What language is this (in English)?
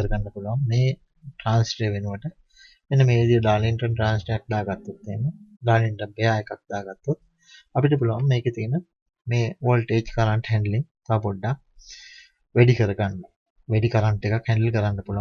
Sinhala